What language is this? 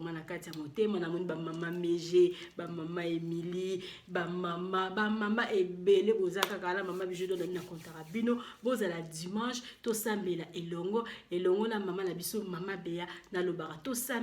Lingala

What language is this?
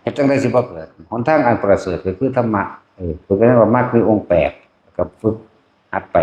Northeastern Thai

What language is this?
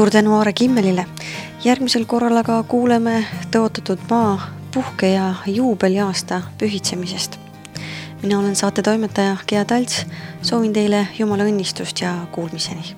Estonian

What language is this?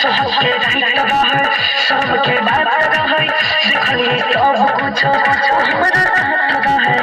Maithili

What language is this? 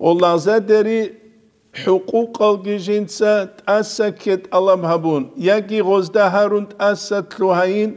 Avaric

